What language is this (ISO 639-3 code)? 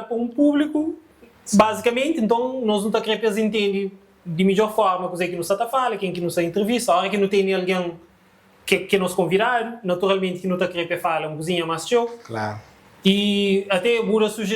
kea